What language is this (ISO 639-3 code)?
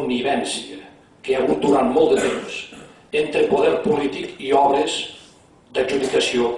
cat